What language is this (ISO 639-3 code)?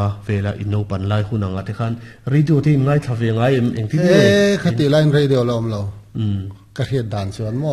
lus